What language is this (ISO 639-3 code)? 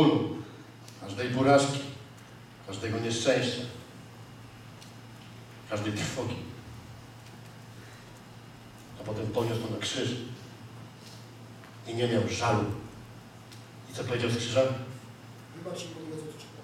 pol